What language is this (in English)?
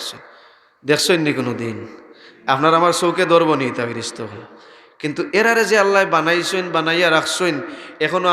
Sylheti